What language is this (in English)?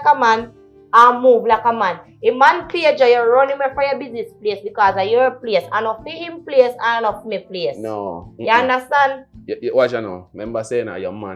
Jamaican Creole English